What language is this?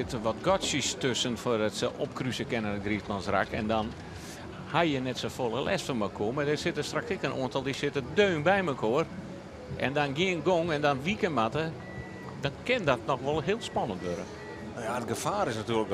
Western Frisian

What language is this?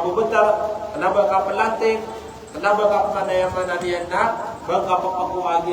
Maranao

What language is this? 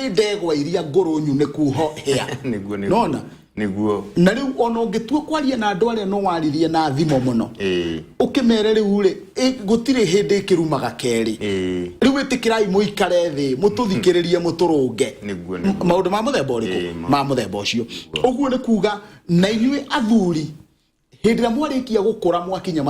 Kikuyu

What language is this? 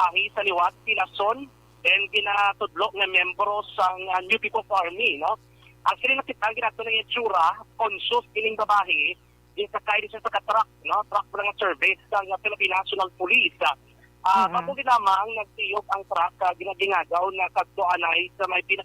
Hiligaynon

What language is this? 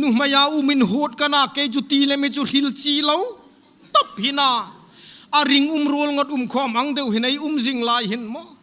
Hmar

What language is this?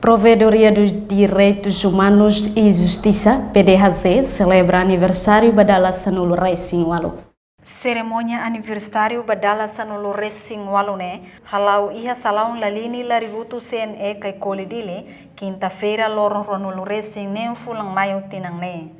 Tetum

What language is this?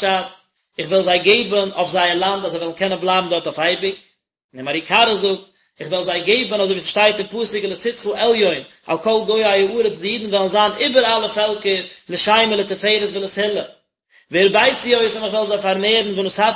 Yiddish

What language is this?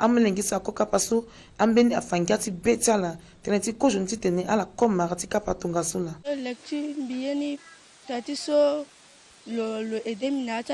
Sango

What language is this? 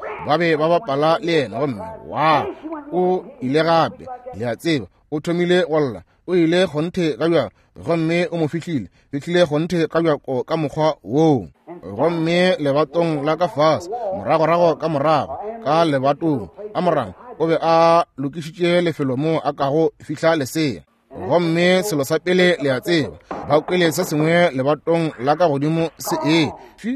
Northern Sotho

